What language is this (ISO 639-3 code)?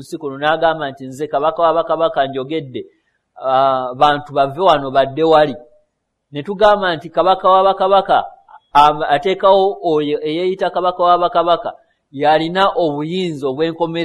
lug